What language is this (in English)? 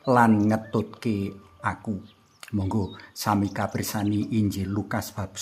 Javanese